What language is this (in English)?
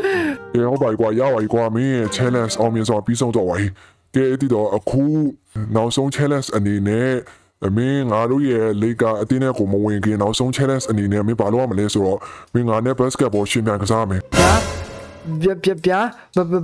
Burmese